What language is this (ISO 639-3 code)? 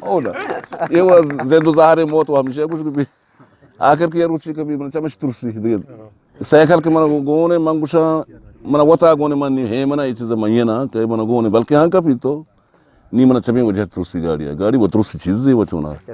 bgp